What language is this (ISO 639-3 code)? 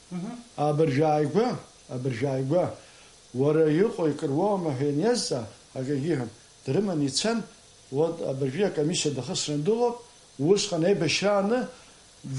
abk